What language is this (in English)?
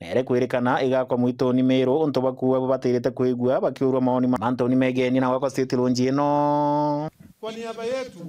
Meru